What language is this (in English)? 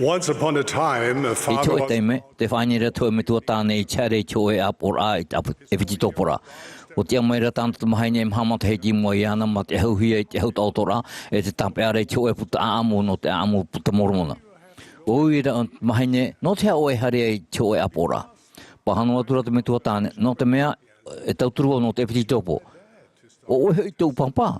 Tahitian